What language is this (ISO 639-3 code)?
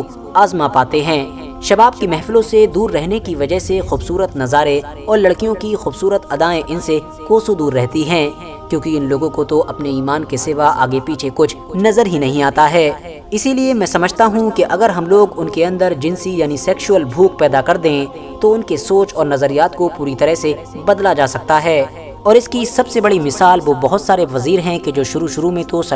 urd